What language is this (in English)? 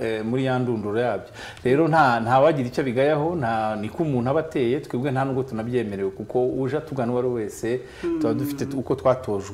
Kinyarwanda